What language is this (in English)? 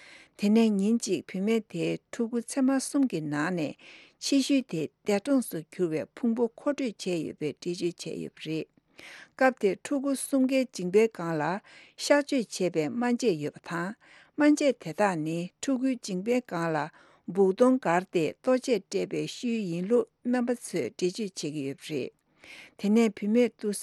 Tibetan